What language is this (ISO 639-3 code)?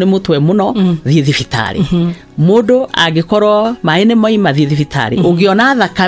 kik